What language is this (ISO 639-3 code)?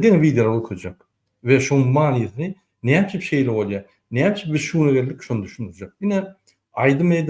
tuk